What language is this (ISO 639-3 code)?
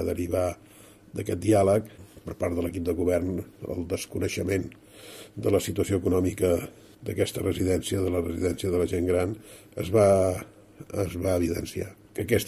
cat